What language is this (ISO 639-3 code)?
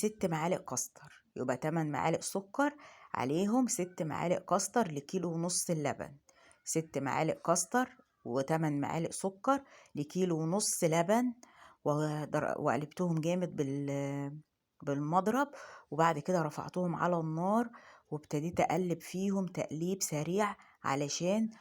arz